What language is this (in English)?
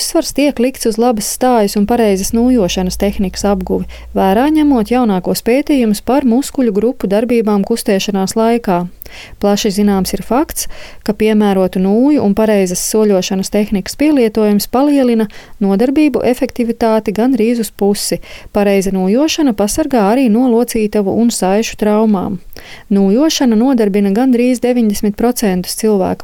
Latvian